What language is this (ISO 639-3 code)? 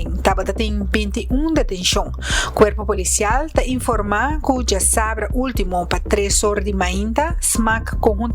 pap